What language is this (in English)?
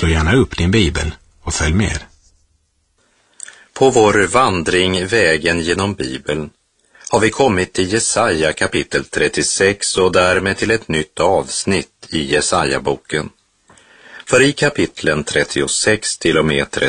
Swedish